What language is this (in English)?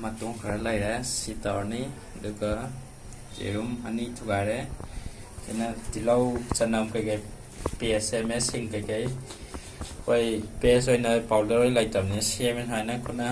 Manipuri